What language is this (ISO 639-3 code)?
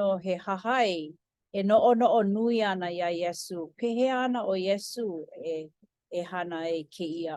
haw